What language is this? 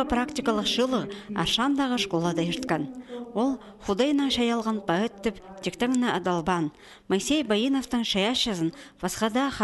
Khakas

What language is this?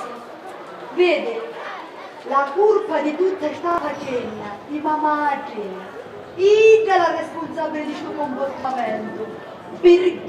Sicilian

